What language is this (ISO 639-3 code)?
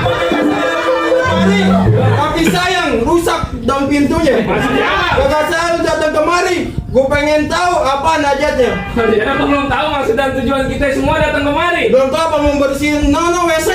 bew